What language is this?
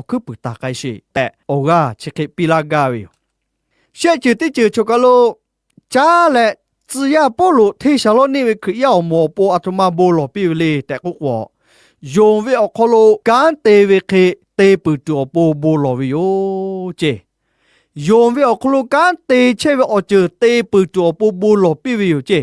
Lahu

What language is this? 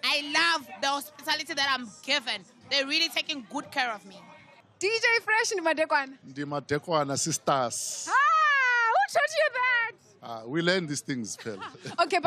Venda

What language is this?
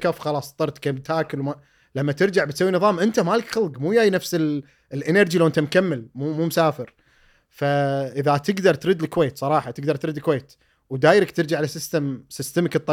Gulf Arabic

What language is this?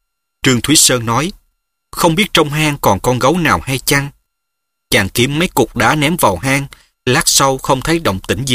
Vietnamese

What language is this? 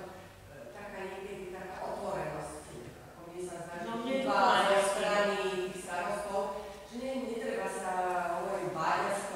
Slovak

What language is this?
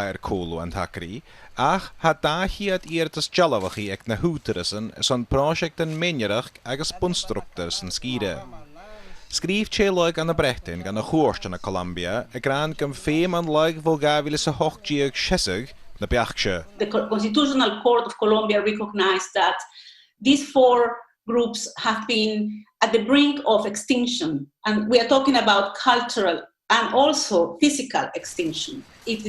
Scottish Gaelic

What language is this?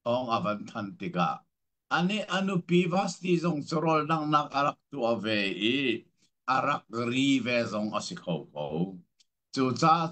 Hakha Chin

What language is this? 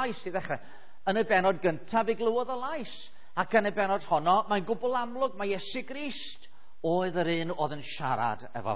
Welsh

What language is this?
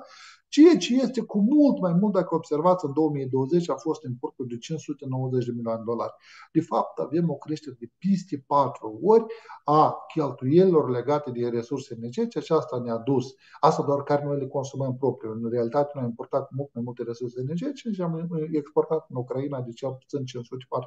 Romanian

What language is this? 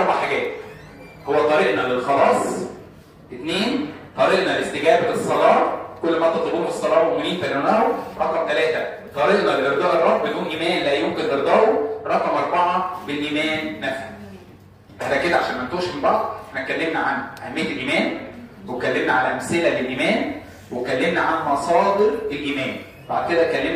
Egyptian Arabic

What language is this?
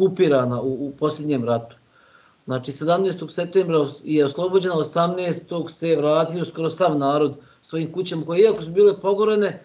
Bosnian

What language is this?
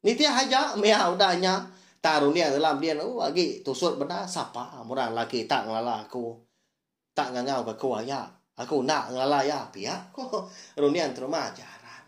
Iban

